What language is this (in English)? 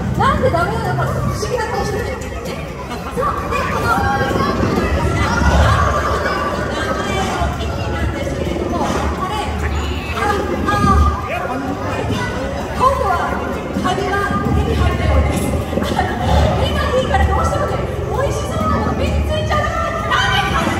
Japanese